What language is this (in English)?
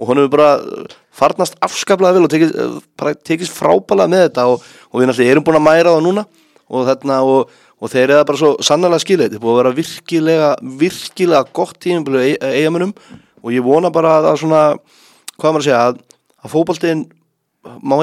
Icelandic